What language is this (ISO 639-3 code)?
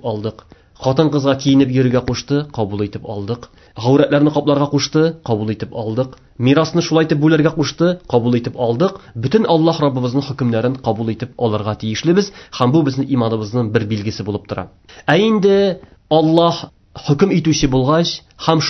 tat